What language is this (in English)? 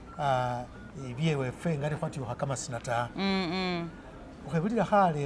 Masaaba